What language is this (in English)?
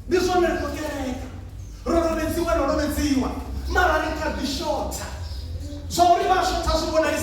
Venda